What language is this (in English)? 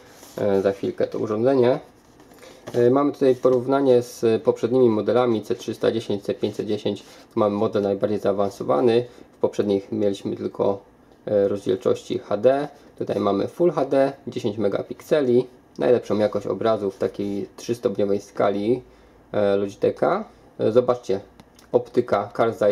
Polish